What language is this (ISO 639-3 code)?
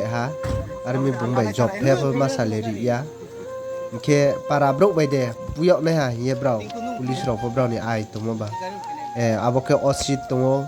ria